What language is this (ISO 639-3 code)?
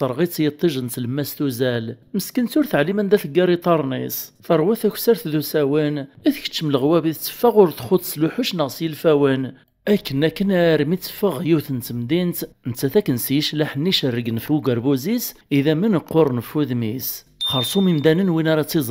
kab